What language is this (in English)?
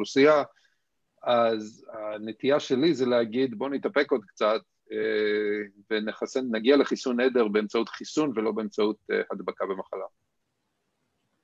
Hebrew